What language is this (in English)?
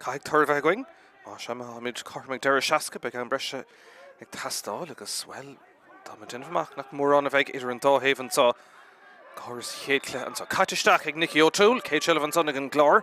Irish